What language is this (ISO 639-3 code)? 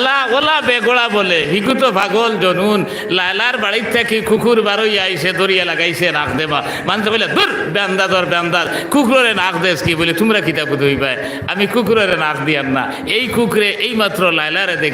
syl